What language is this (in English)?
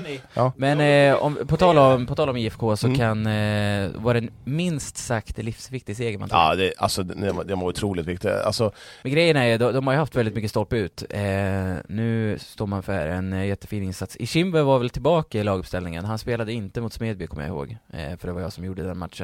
Swedish